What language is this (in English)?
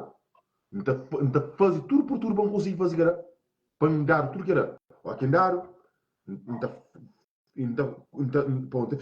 Kabuverdianu